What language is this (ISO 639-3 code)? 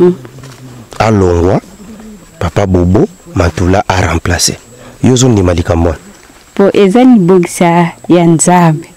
lin